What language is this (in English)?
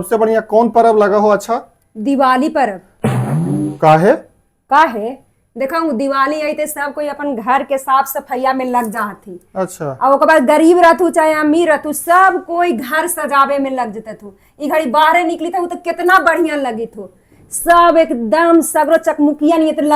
Magahi